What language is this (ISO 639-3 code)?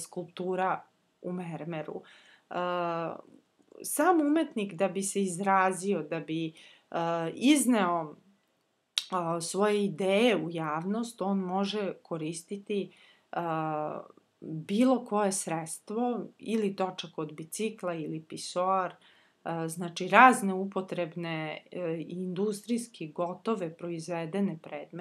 srp